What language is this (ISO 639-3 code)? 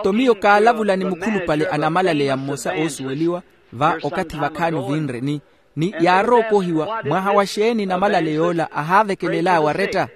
vmw